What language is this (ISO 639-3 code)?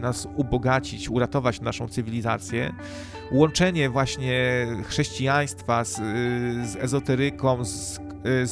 pol